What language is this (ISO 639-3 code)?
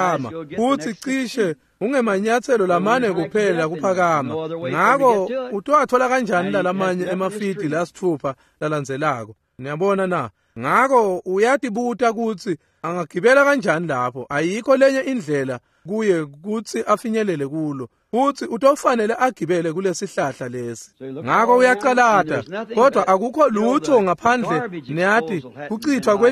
ssw